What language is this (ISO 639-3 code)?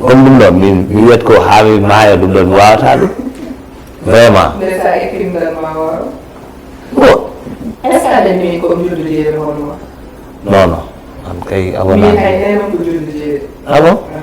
ful